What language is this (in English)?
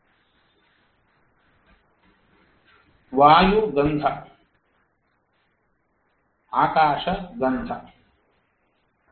Kannada